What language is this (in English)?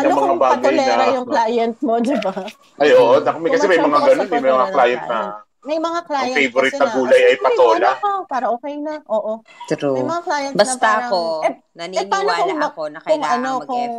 Filipino